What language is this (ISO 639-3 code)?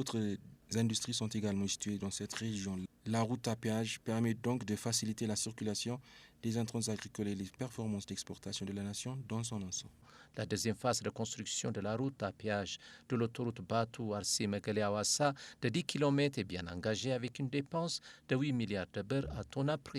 fra